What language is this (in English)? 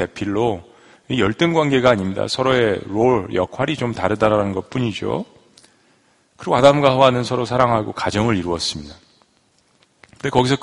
Korean